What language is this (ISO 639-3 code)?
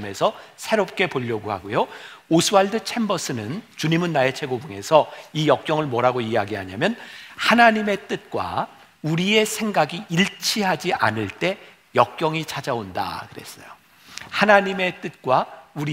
kor